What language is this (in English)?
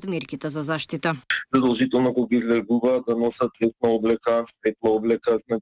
Macedonian